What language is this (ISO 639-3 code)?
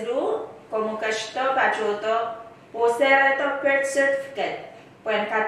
pon